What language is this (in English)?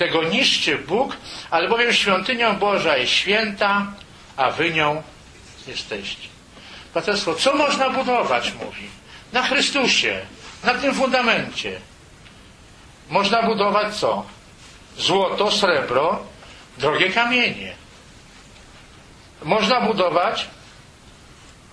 Polish